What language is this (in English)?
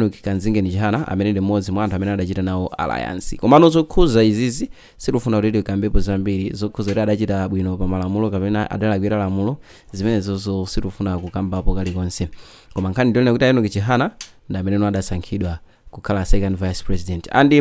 Nyanja